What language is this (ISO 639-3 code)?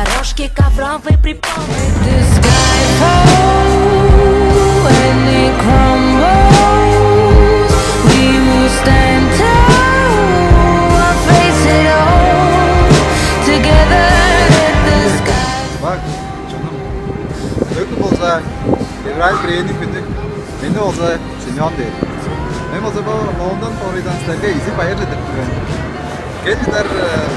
tyv